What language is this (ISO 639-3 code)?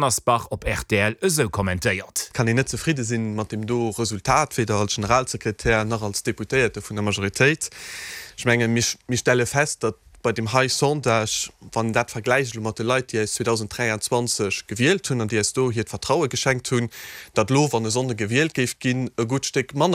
ltz